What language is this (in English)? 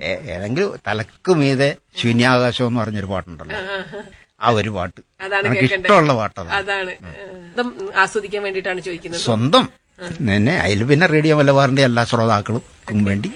Malayalam